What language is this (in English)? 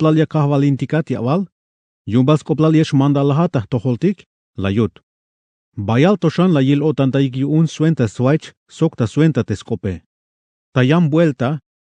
Tzeltal